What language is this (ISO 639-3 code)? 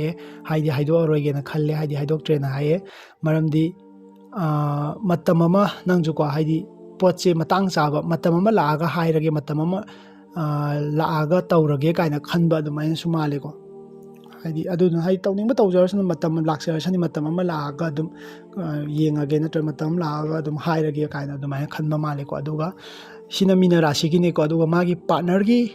mni